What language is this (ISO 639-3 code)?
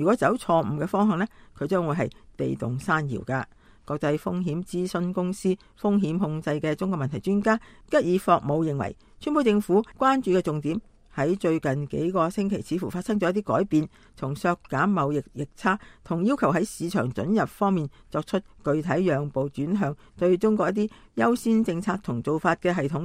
yue